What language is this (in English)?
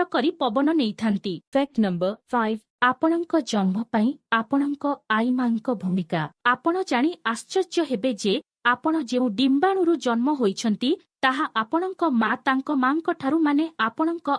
Odia